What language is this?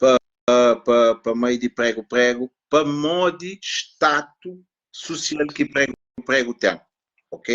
Kabuverdianu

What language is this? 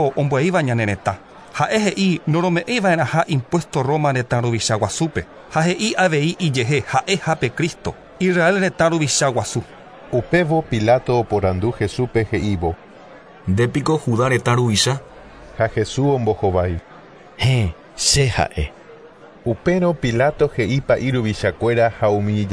Guarani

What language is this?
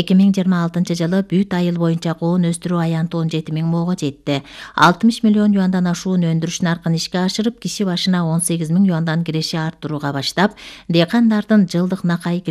Kyrgyz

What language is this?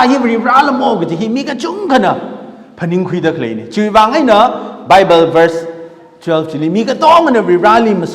Tangkhul Naga (India)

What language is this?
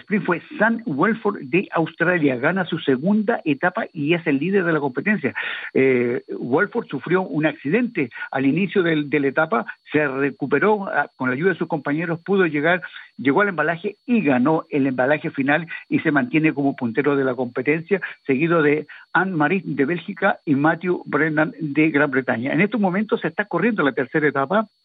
Spanish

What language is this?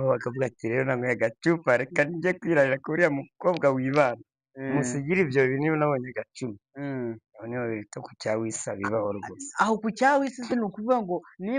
Kinyarwanda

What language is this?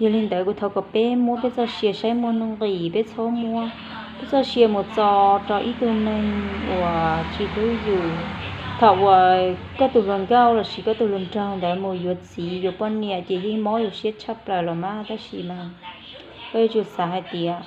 Hmong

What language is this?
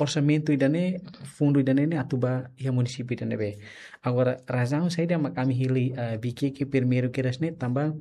Tetum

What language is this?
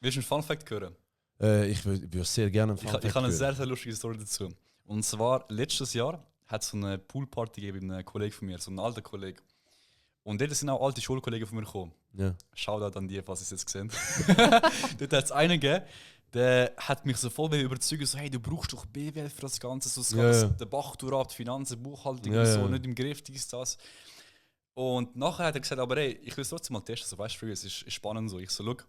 Swiss German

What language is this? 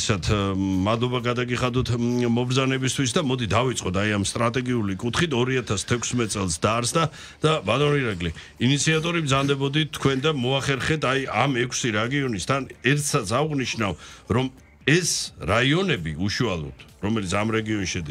Georgian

